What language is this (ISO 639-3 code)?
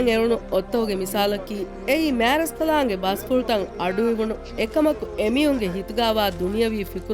div